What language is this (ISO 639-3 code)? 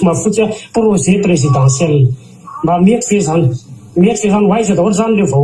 mlg